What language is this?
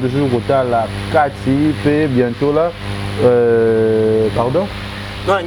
Lingala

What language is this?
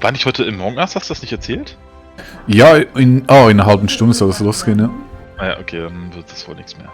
Swiss German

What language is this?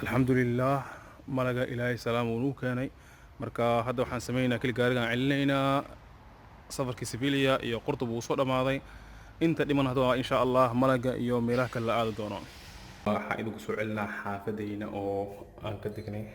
Somali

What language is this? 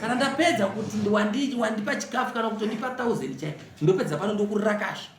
Shona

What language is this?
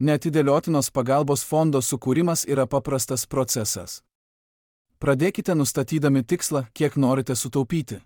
Lithuanian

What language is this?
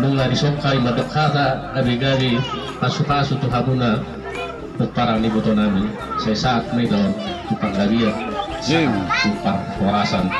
Batak Toba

